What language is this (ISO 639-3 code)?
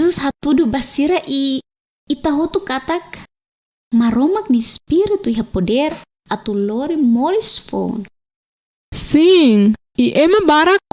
tet